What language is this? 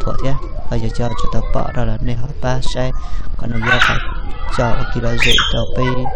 Hmong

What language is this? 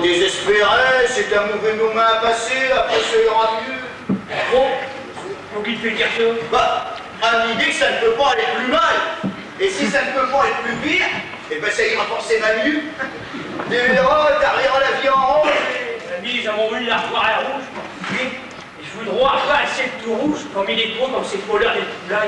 Picard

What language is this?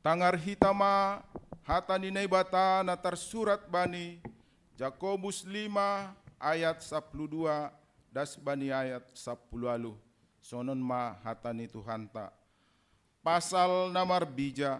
Batak Simalungun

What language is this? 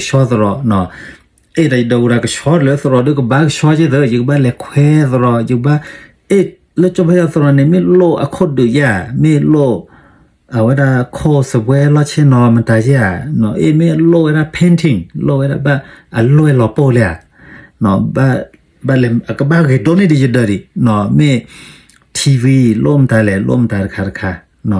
S'gaw Karen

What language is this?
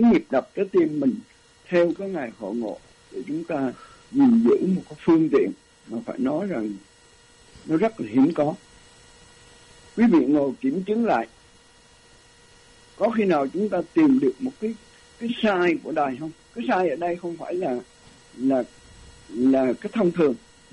Vietnamese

